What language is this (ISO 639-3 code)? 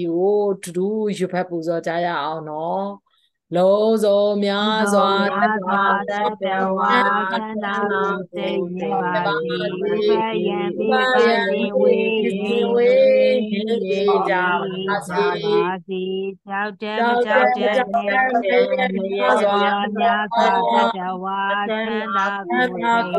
mya